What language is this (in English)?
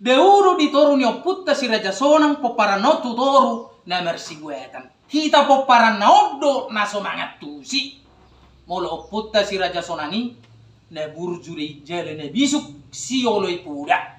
Batak Toba